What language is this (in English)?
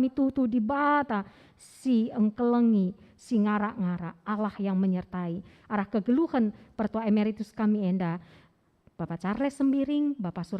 Batak Karo